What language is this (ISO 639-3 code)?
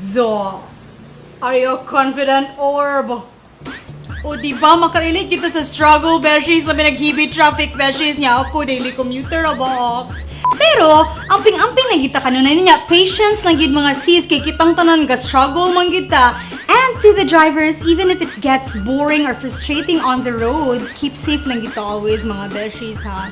ceb